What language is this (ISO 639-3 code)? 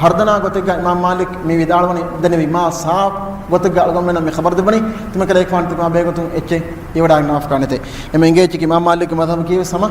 div